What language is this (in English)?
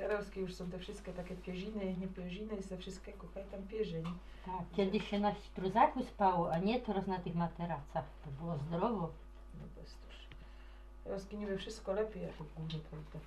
Silesian